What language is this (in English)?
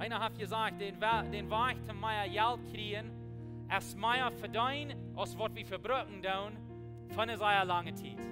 Plautdietsch